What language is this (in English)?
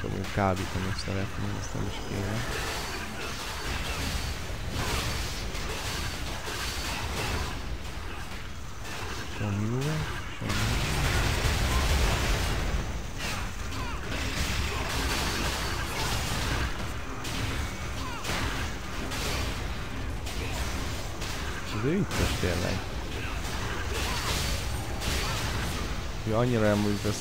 Hungarian